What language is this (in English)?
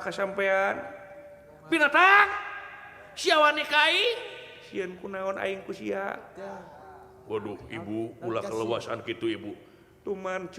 Sundanese